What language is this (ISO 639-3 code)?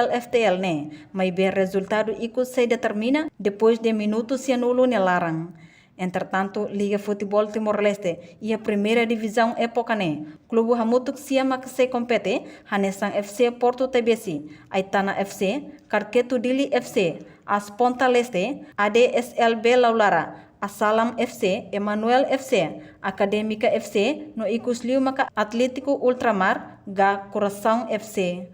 tet